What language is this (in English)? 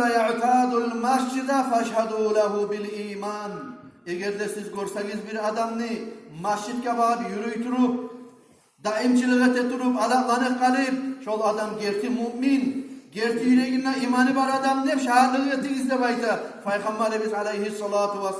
Kumyk